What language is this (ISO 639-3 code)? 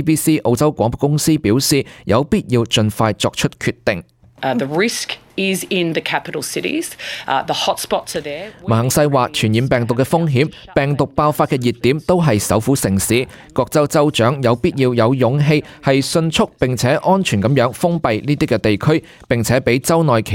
yue